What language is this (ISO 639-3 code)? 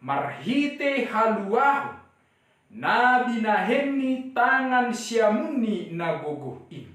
bts